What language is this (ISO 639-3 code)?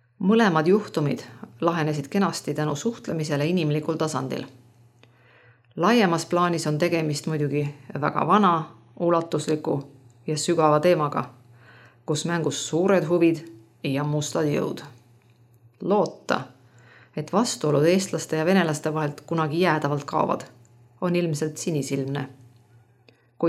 est